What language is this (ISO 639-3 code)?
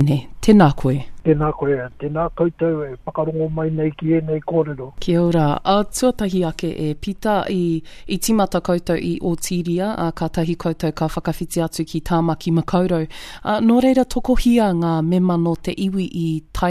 mri